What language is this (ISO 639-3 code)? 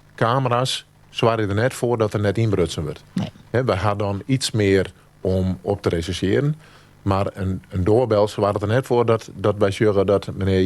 fry